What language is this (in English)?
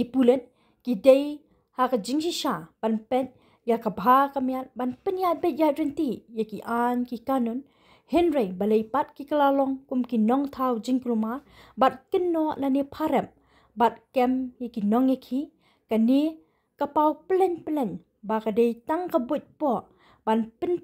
Khasi